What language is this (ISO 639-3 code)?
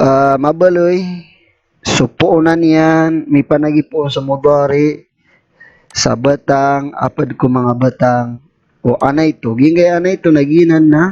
mrw